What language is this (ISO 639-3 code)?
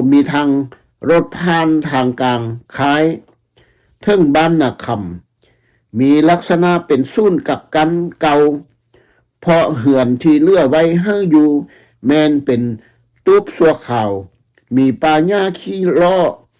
lao